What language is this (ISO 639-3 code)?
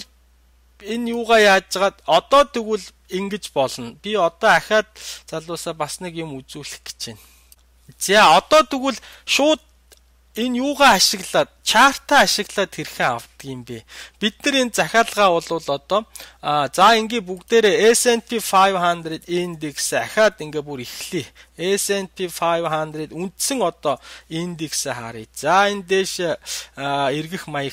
mon